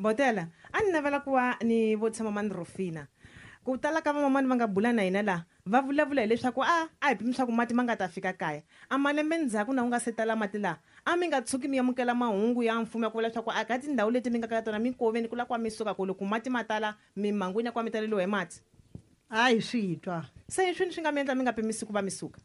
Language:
Tsonga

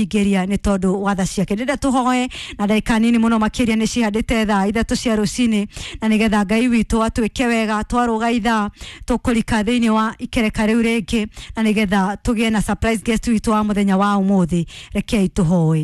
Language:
Kikuyu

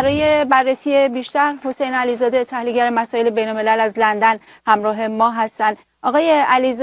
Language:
Persian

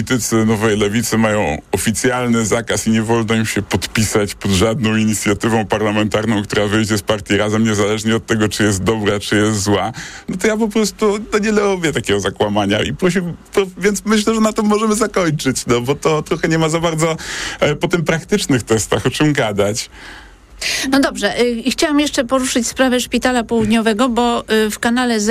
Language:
Polish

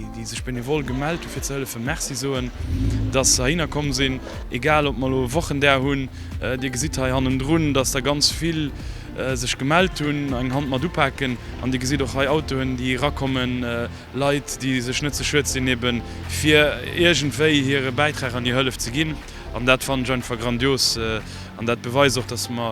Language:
Luxembourgish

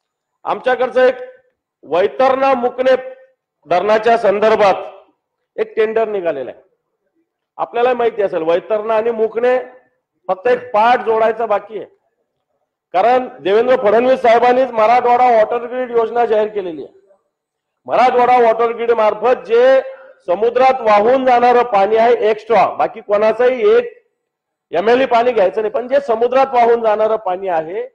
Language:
Marathi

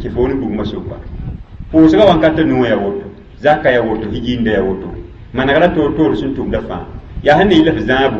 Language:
Mossi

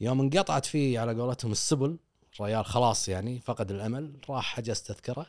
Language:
Gulf Arabic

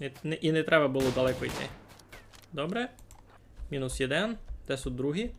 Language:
Rusyn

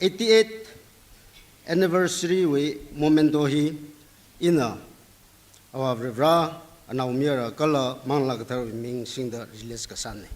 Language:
Tangkhul Naga (India)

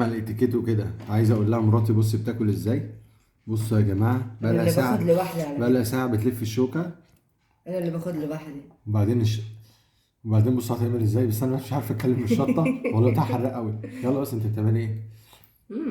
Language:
Egyptian Arabic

